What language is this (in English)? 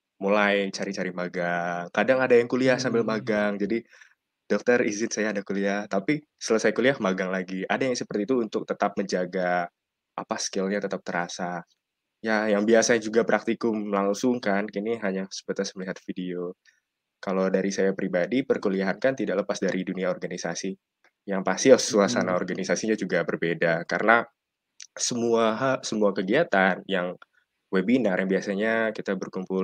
Indonesian